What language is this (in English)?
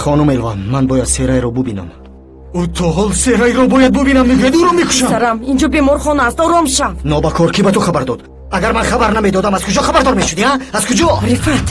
Tajik